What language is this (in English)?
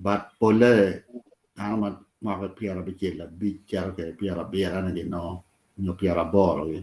Acoli